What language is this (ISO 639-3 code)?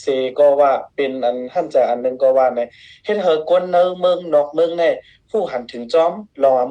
shn